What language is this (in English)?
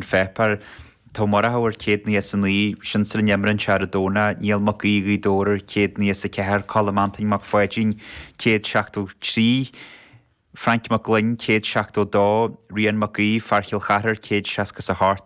Irish